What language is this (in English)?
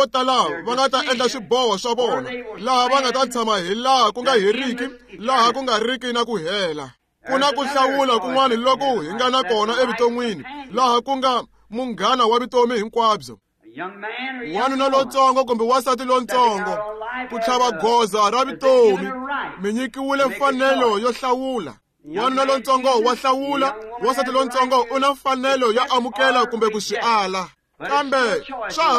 Tsonga